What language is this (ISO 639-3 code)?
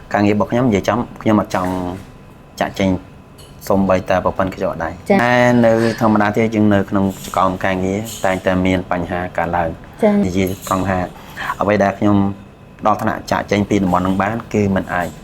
khm